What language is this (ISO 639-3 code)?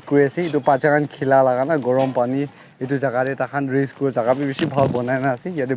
nag